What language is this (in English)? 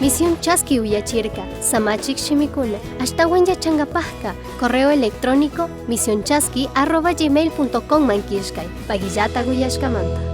Chimborazo Highland Quichua